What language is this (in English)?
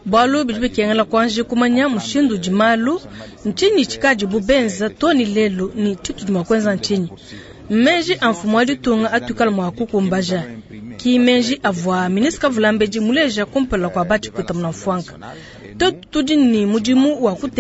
Luba-Lulua